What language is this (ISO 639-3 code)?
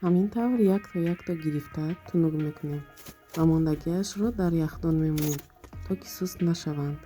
tgk